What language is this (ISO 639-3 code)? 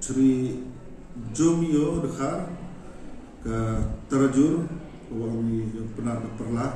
kha